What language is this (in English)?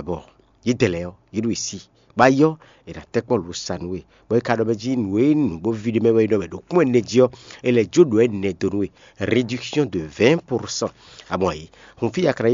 Fon